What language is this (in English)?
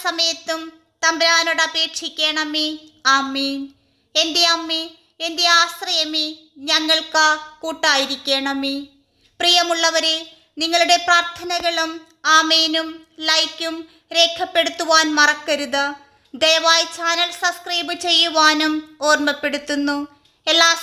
Malayalam